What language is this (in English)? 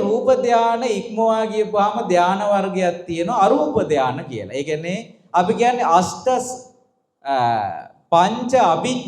Sinhala